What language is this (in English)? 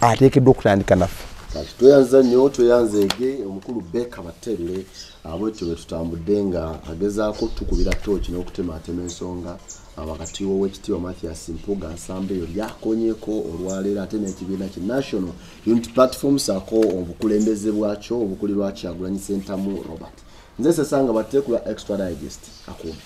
Ganda